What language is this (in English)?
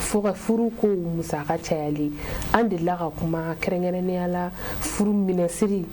Bambara